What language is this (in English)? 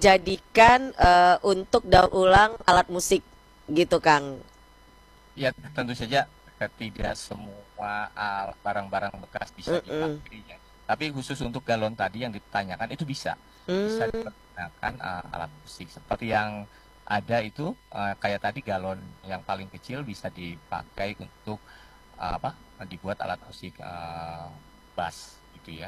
Indonesian